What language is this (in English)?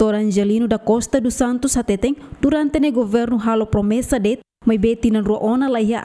Tetum